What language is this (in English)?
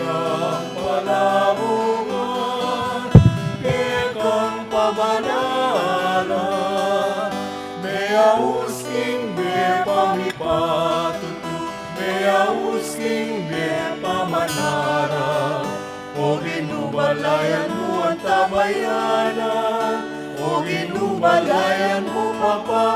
Pampanga